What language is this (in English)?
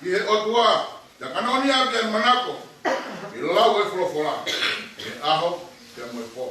Tongan